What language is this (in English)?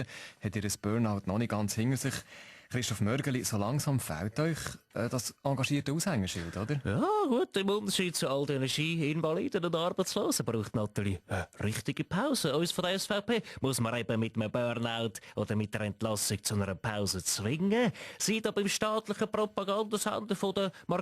Swiss German